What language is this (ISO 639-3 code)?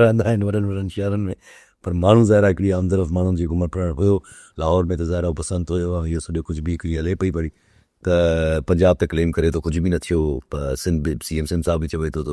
snd